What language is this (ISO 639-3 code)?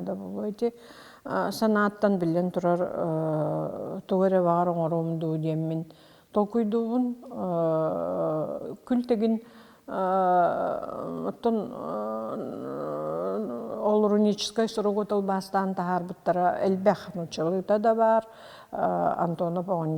sah